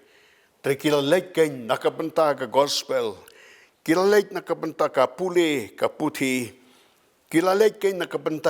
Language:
Khasi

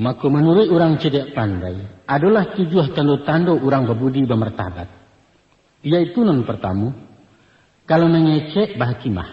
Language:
Minangkabau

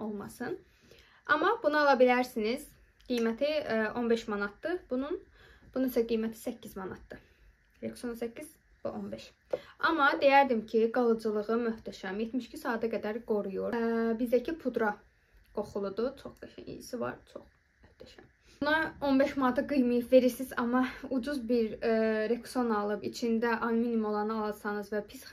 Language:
Azerbaijani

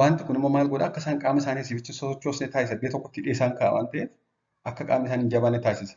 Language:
Oromo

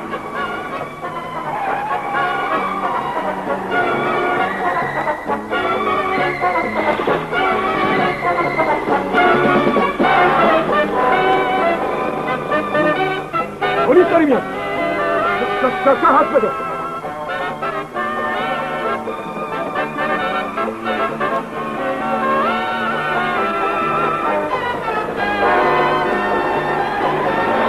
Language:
Persian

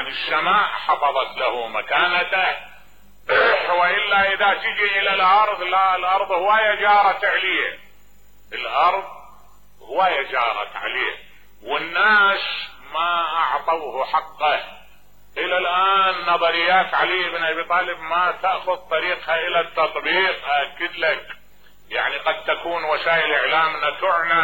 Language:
Mesopotamian Arabic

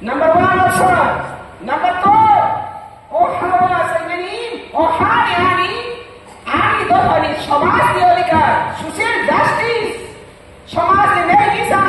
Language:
Riang (India)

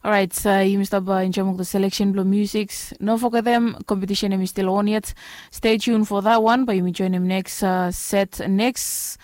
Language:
Bislama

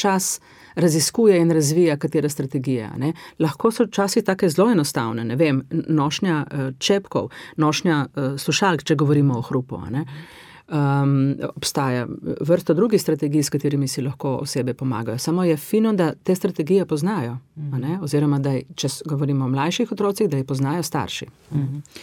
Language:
Slovenian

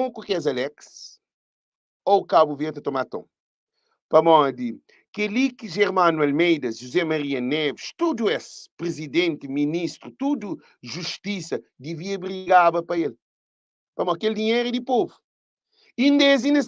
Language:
Kabuverdianu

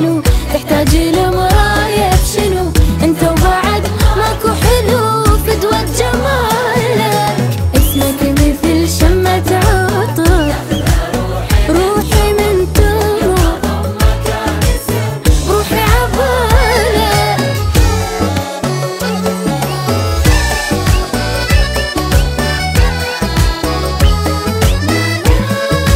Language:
Mesopotamian Arabic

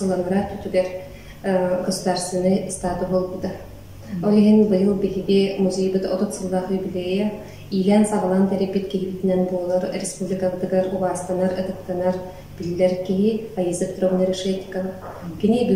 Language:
Yakut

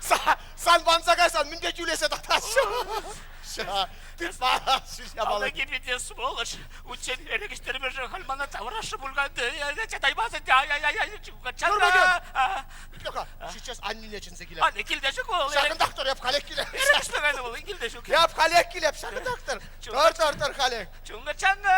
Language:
Chuvash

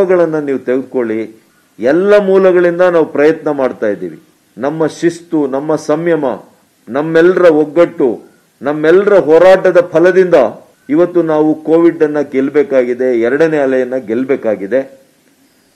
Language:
Kannada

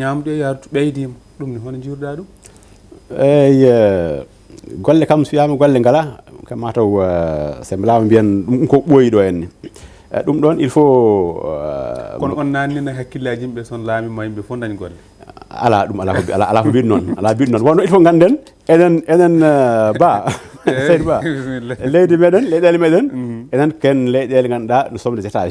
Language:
Fula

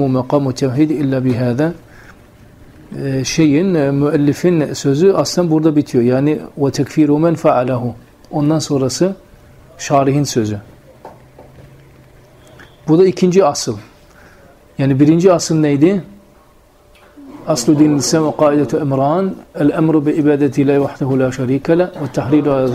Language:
Turkish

